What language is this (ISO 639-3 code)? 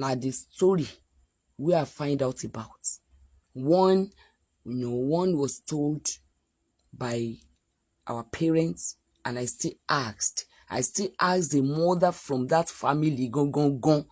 yor